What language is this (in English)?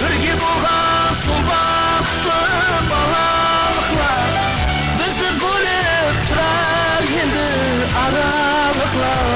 Kara-Kalpak